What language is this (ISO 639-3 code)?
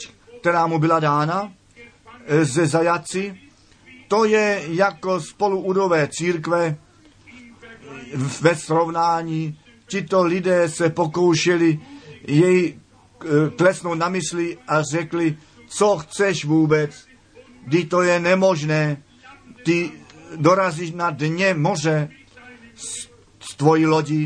ces